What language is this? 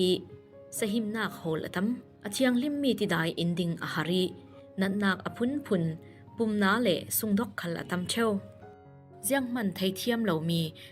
Falam Chin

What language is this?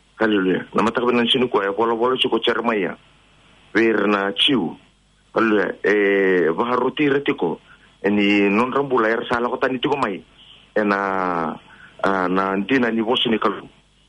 Fijian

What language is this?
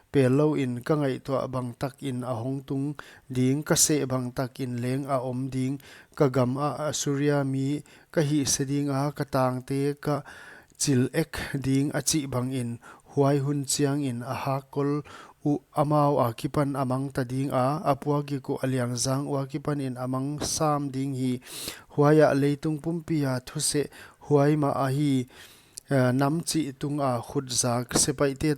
Paite Chin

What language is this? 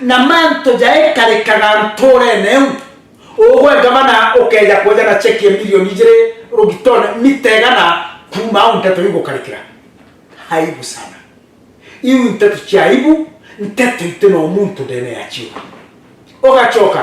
Meru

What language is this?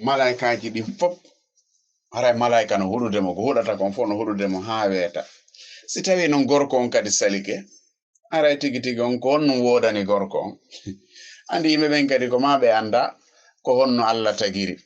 Fula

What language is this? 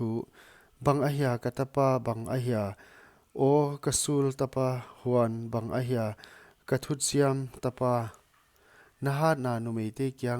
Paite Chin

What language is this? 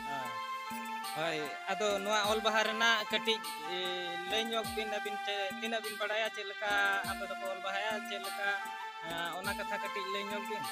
Santali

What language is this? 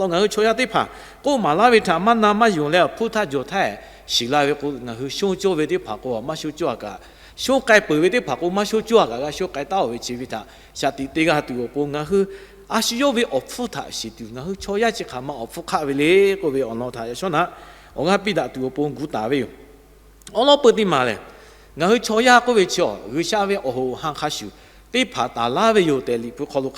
Lahu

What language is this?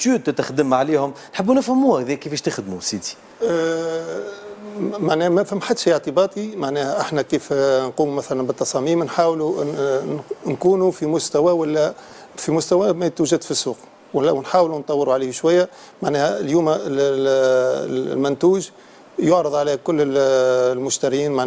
Tunisian Arabic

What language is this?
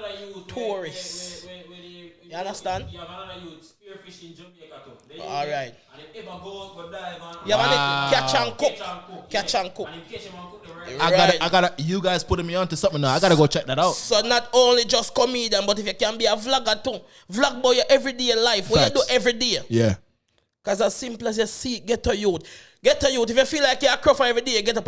Jamaican Creole English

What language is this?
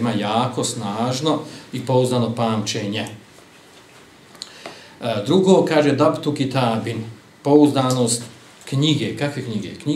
Bosnian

